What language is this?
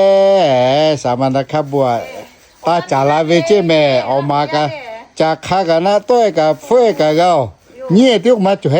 Lahu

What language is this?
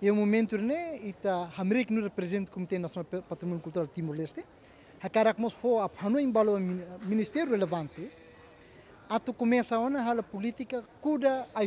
Tetum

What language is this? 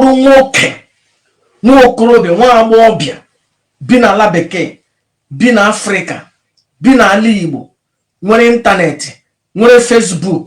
Igbo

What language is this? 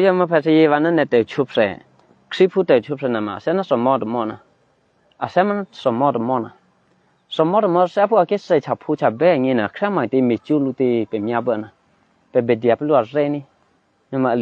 Eastern Kayah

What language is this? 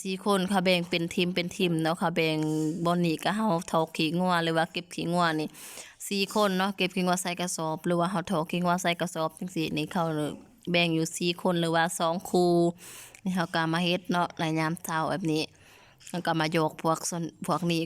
Lao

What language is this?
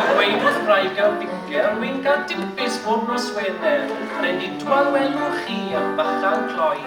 Welsh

